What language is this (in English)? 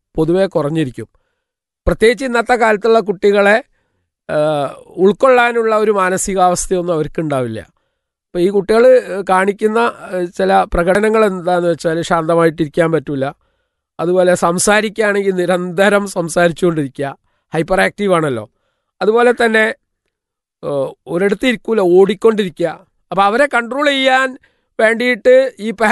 Malayalam